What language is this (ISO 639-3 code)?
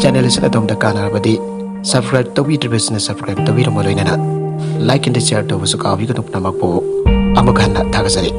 mni